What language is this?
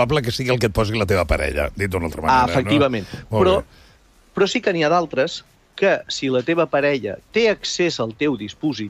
Catalan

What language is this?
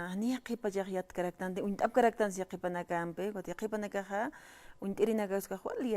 Aymara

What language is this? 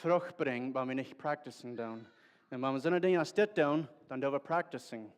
Plautdietsch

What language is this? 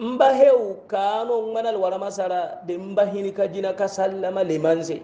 Hausa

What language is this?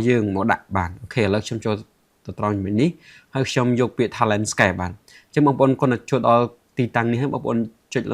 Khmer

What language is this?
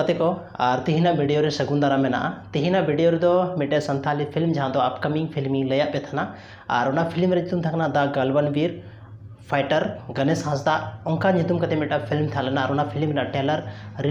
Santali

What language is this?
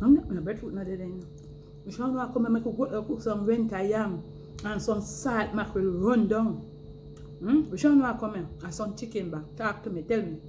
Jamaican Creole English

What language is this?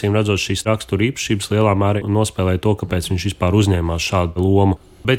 Latvian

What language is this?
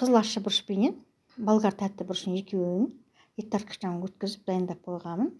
Kazakh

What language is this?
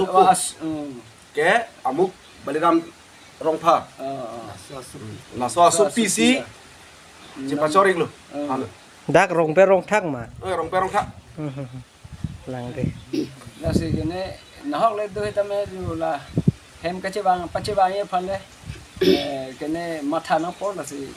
Karbi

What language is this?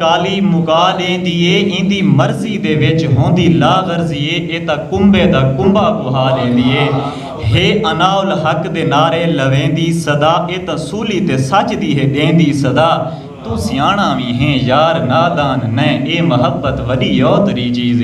Saraiki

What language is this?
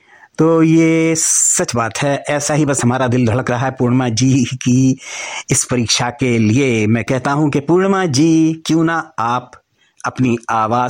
Hindi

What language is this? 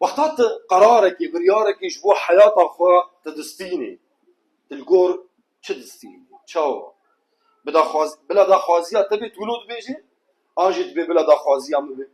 Kurdish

